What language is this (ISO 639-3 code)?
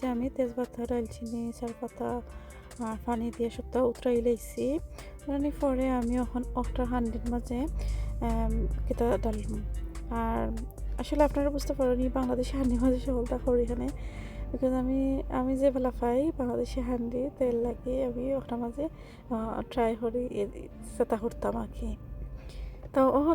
syl